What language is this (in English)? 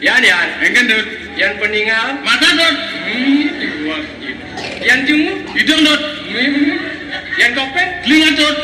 Balinese